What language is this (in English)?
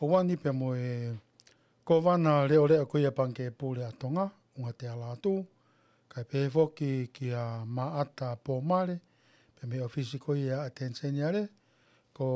Tongan